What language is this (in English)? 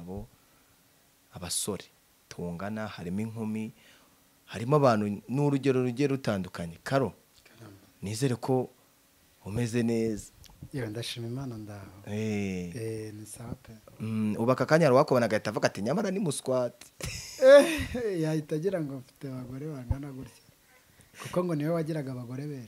Kinyarwanda